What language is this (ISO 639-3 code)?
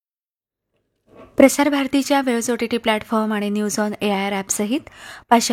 mar